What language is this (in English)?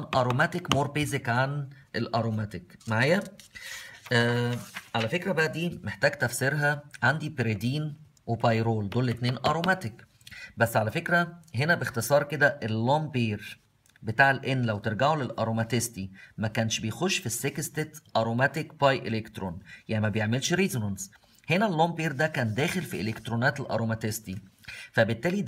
Egyptian Arabic